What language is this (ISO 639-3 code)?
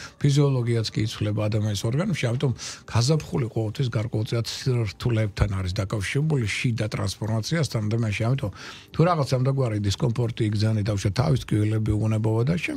kat